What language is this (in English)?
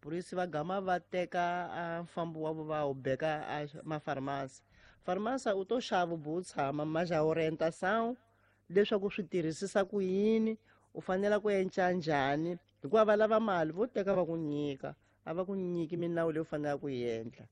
Tsonga